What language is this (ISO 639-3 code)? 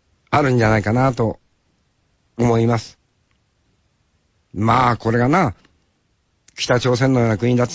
jpn